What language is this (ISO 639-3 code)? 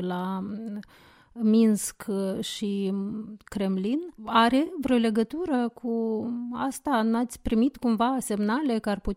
ron